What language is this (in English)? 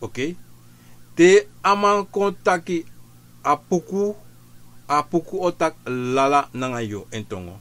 Sranan Tongo